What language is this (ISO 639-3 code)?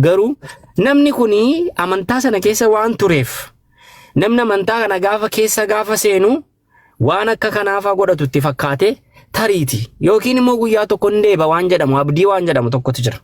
orm